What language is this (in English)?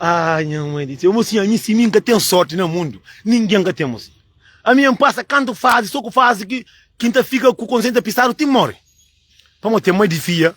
Kabuverdianu